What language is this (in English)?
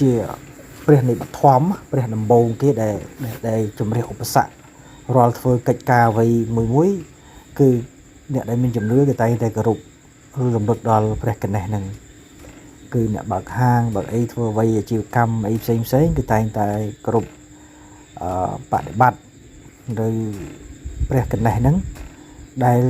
Khmer